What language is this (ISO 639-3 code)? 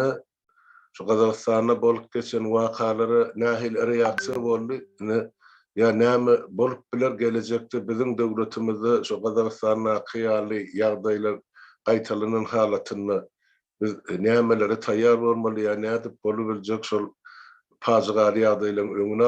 tuk